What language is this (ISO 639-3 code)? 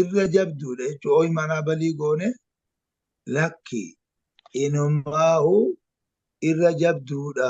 orm